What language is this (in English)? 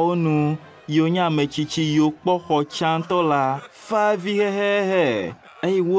Ewe